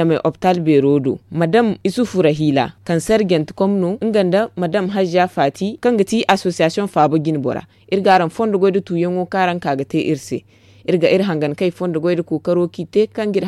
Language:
Zarma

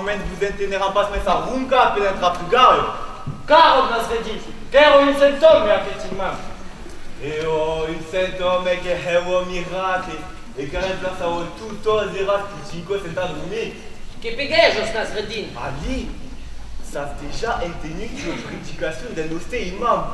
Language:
Occitan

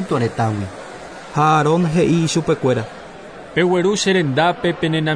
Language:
Guarani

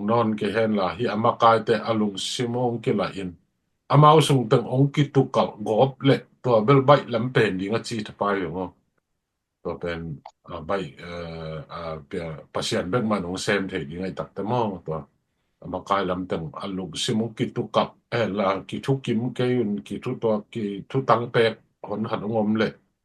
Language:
Tedim Chin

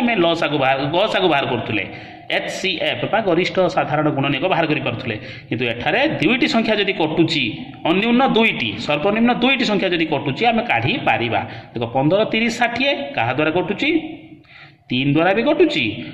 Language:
Odia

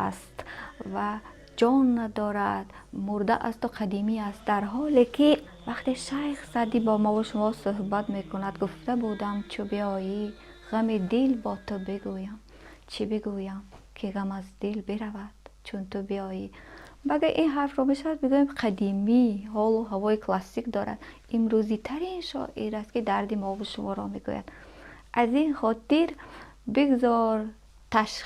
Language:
Tajik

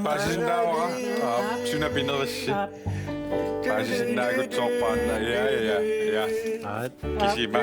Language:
Kalaallisut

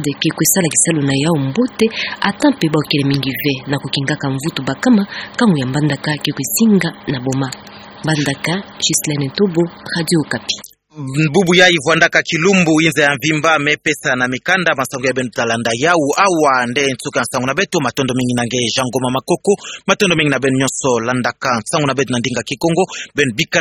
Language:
Kituba (Democratic Republic of Congo)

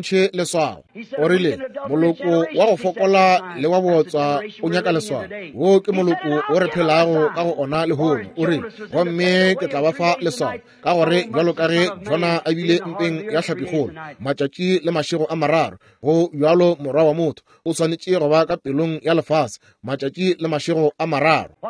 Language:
Northern Sotho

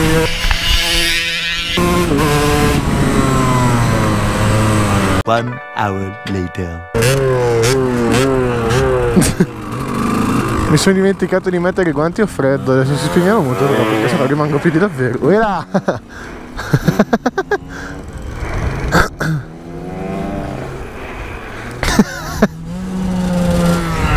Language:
Italian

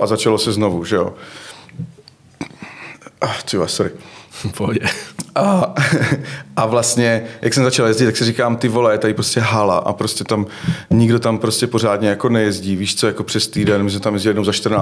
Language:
Czech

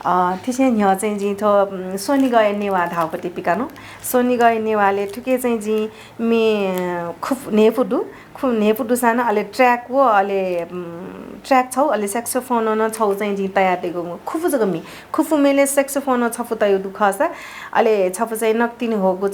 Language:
Newari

